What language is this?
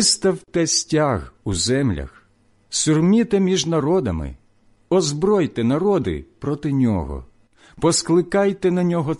Ukrainian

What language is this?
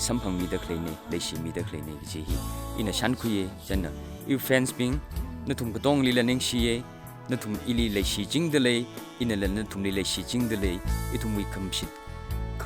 Tangkhul Naga (India)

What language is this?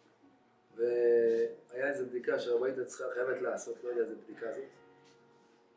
Hebrew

